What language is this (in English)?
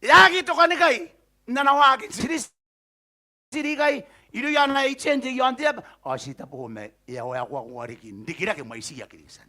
Gilbertese